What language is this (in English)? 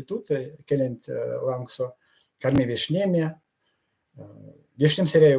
Erzya